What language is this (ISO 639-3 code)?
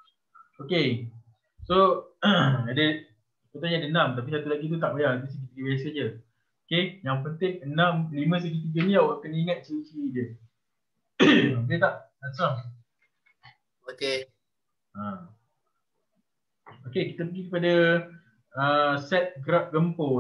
msa